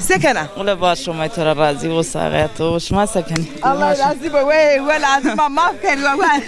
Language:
Zaza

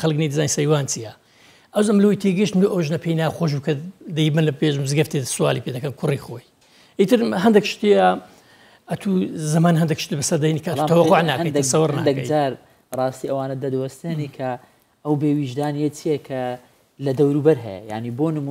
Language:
Central Kurdish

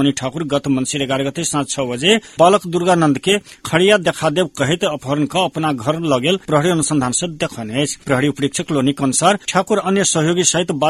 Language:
Maithili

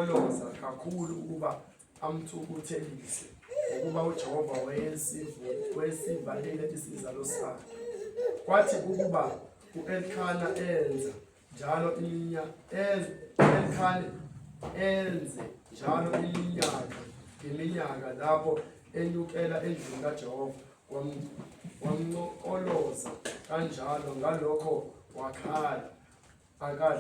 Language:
Zulu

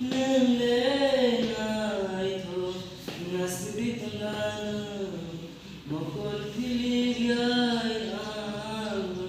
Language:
Kok Borok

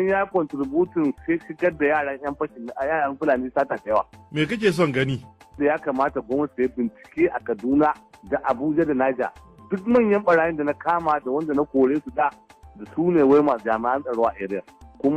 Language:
Hausa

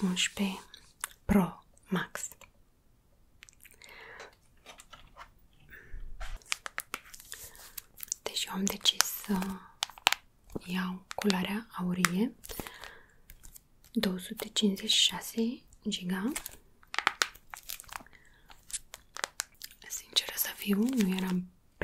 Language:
Romanian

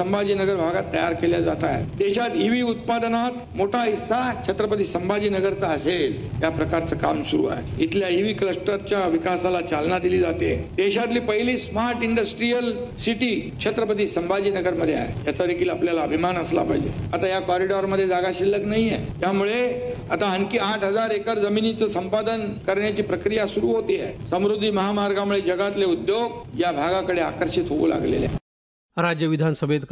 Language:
Marathi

